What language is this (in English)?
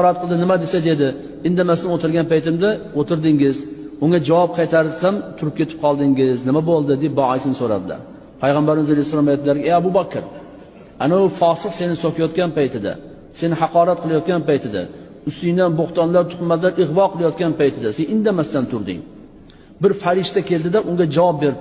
Uzbek